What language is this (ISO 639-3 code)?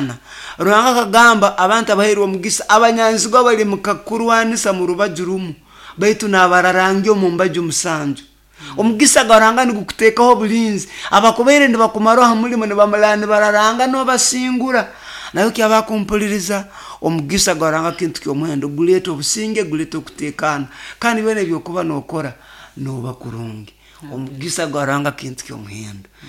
nyo